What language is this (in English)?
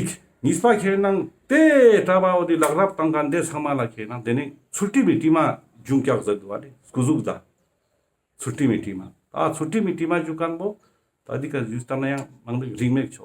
Ladakhi